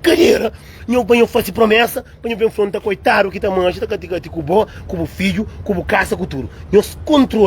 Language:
Kabuverdianu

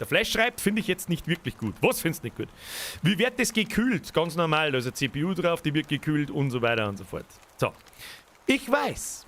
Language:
Bavarian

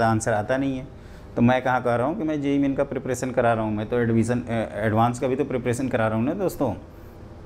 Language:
Hindi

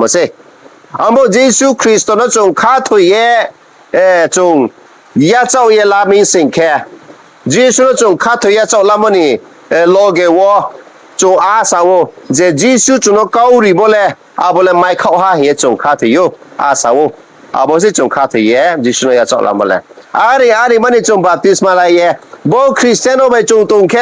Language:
Riang (India)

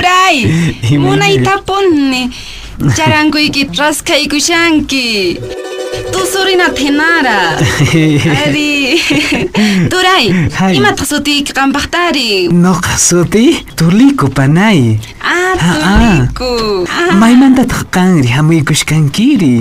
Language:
Quechua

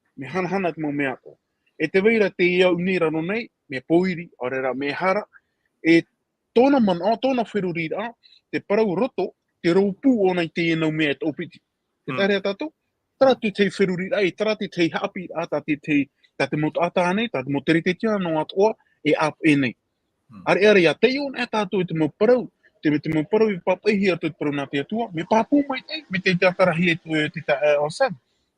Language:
Tahitian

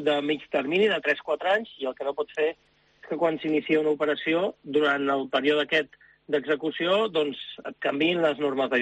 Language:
Catalan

